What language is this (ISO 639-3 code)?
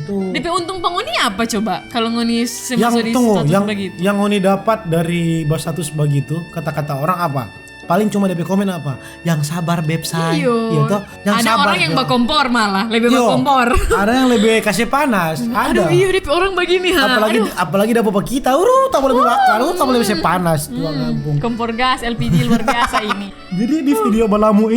xmm